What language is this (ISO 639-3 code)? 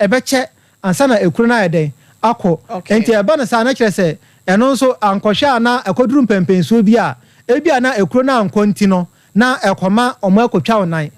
aka